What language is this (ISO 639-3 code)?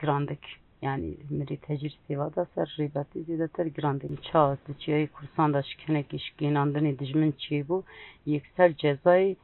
kur